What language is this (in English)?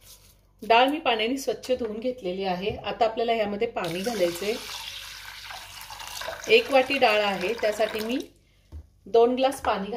Marathi